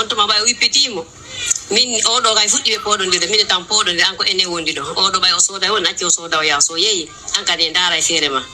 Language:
Pular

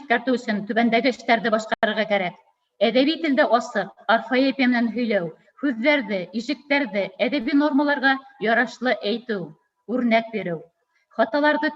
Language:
Bashkir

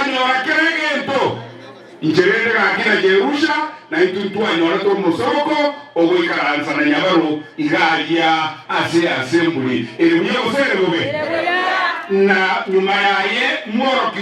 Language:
Gusii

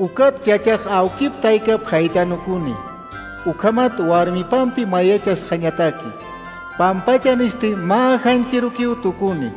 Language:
Aymara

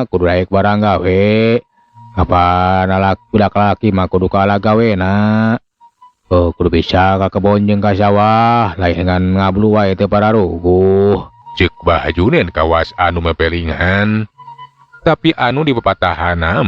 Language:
Sundanese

